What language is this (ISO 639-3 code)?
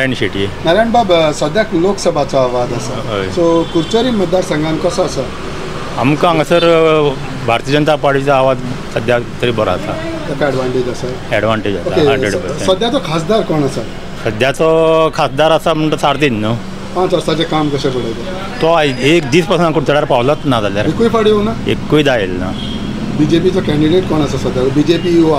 kok